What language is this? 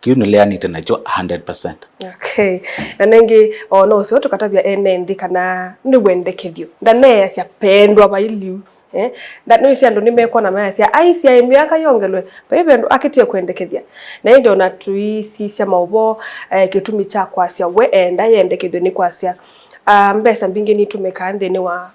Kamba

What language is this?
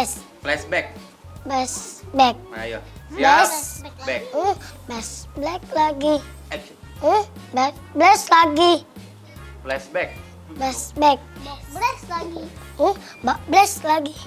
Musi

